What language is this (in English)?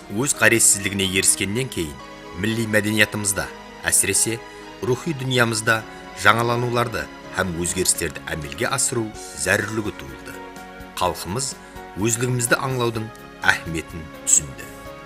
Kara-Kalpak